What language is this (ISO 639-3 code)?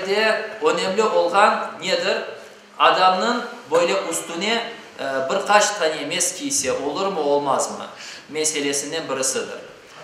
crh